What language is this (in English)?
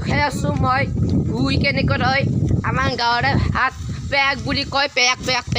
Assamese